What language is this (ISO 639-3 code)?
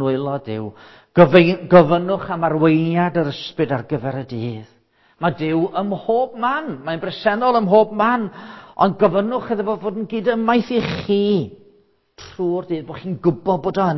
cym